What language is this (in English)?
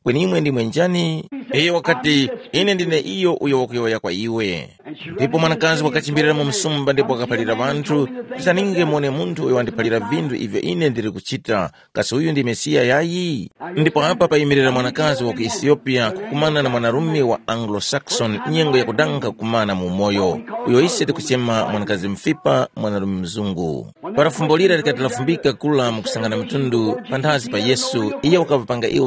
Tumbuka